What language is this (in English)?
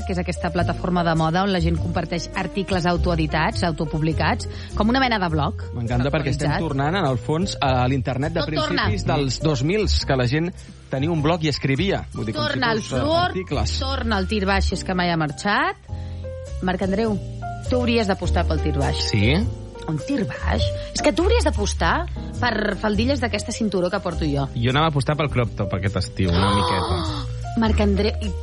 Catalan